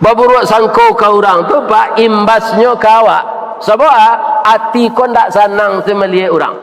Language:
Minangkabau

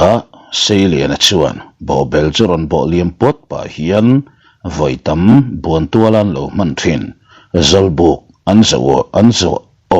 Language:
Mizo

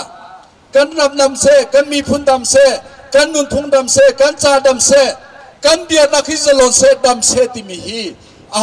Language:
Hakha Chin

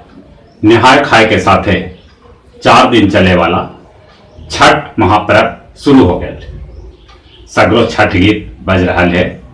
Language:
Magahi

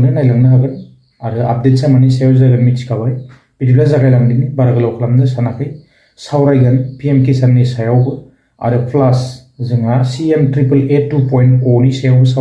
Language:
Bodo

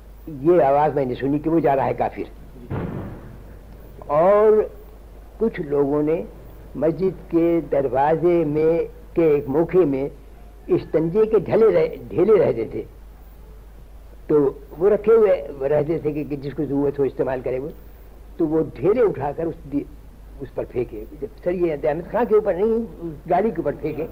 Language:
Urdu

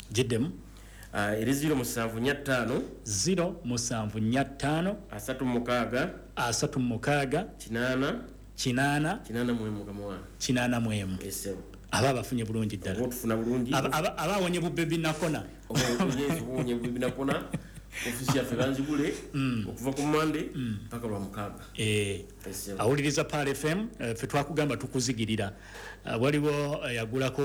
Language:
Ganda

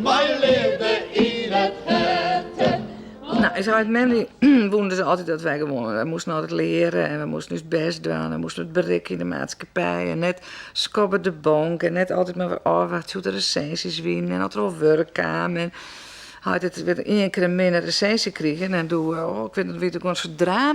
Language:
Western Frisian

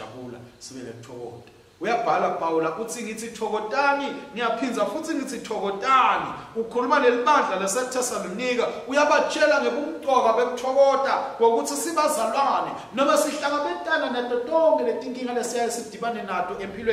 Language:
Swati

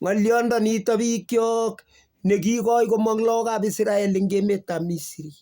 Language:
Kalenjin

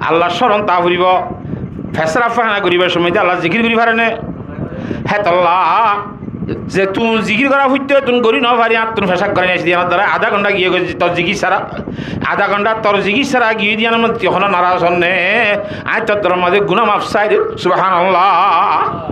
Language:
Rohingya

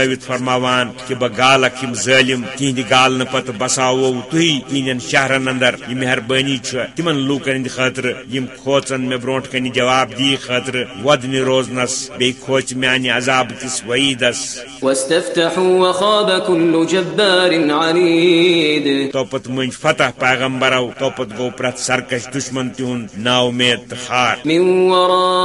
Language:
Kashmiri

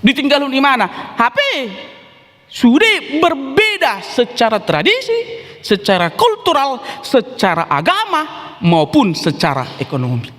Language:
Batak Toba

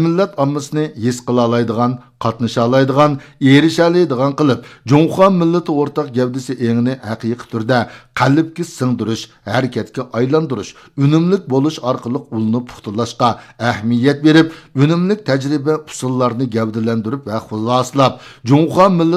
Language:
Uyghur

